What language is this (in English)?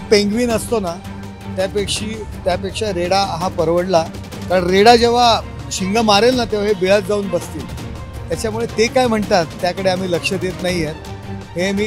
Marathi